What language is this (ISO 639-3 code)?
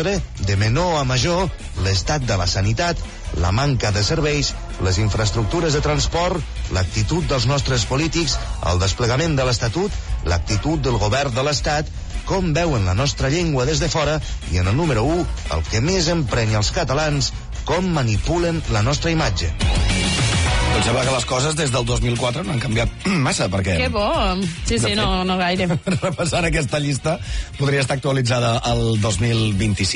cat